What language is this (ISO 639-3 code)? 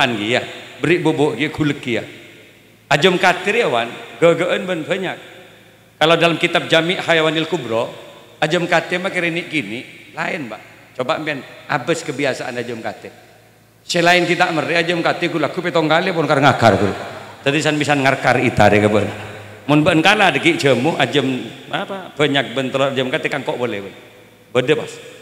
mad